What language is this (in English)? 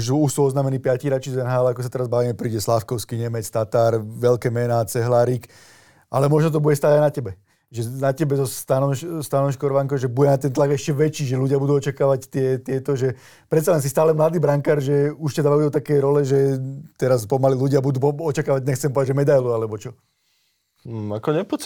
Slovak